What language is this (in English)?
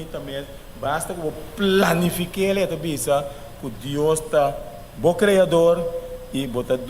Papiamento